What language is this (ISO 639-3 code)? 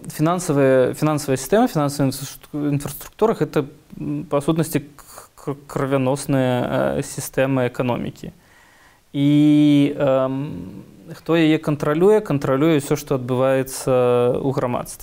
bel